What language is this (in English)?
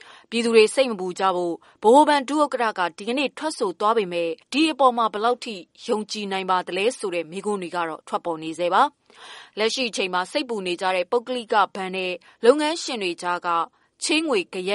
Burmese